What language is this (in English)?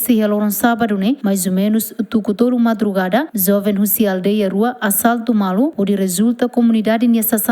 Tetum